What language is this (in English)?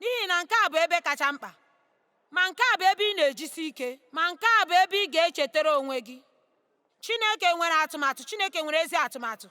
Igbo